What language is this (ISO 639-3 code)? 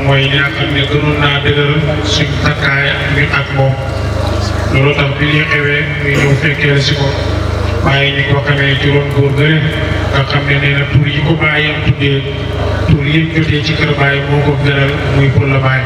wol